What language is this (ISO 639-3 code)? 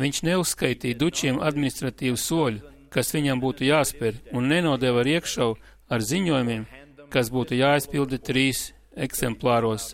lav